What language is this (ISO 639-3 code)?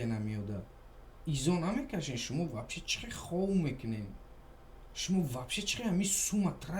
tgk